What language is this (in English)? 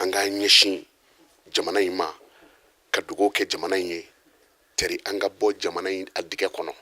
Bambara